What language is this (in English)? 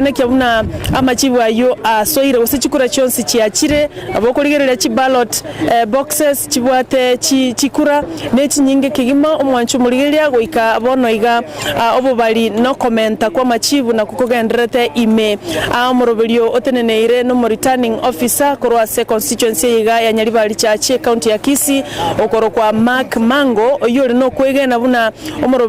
Gusii